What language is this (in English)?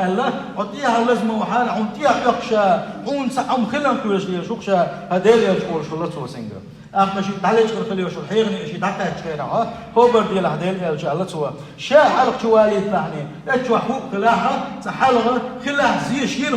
Chechen